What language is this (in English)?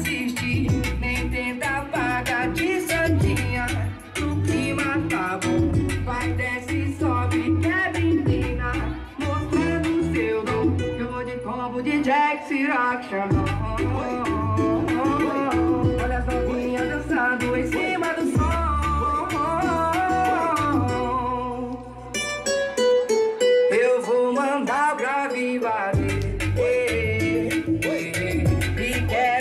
Portuguese